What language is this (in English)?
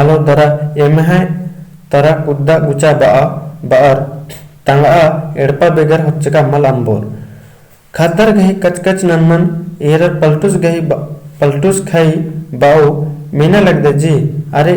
Kurukh